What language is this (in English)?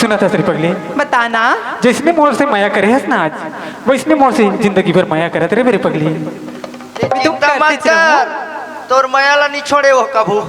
Chhattisgarhi